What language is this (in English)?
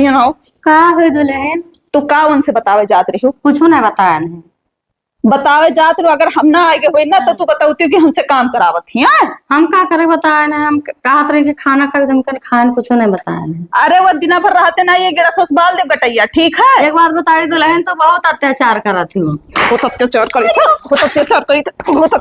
Awadhi